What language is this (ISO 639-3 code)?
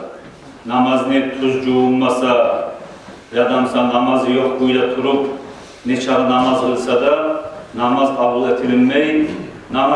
kum